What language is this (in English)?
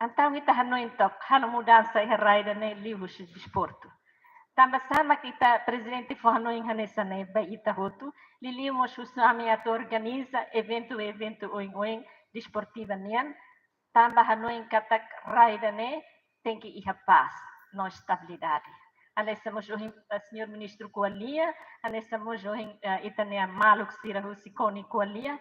Tetum